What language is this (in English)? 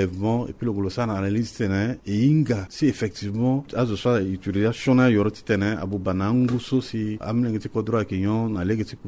Sango